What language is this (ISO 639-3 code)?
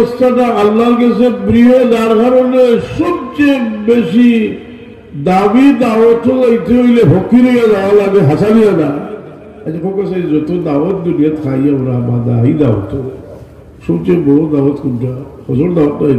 syl